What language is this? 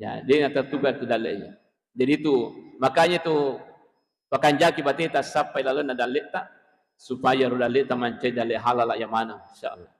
Buginese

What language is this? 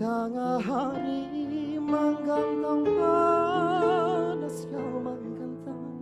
Banjar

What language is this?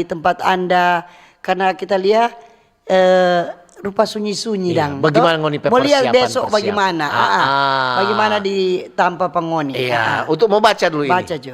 Manado Malay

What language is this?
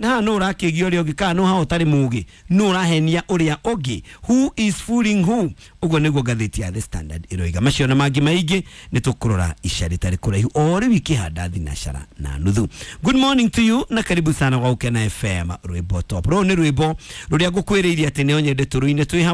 Kikuyu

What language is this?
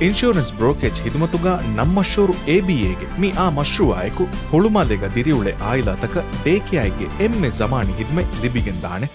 Divehi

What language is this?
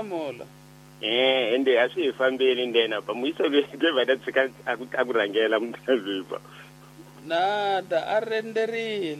Tsonga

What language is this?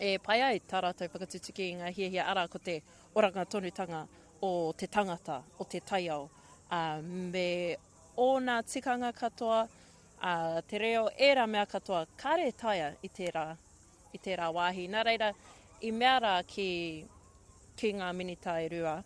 Māori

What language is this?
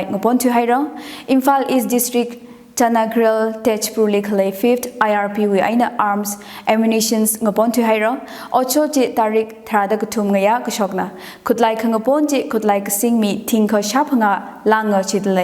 Tangkhul Naga (India)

